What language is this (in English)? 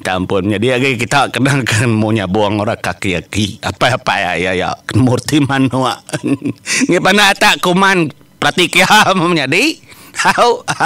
Iban